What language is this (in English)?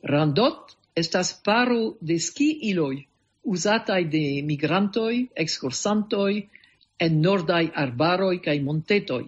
Esperanto